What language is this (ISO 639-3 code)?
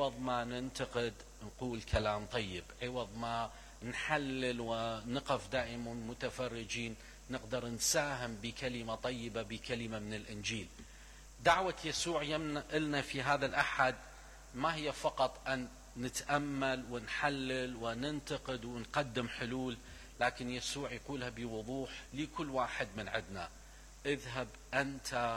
acm